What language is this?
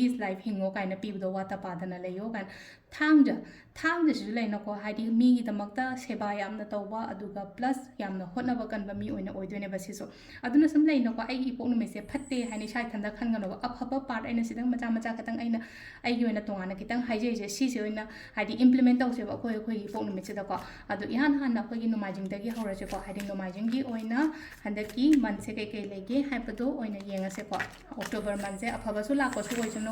Manipuri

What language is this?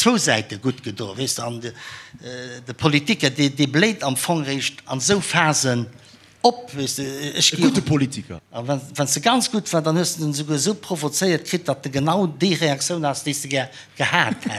Luxembourgish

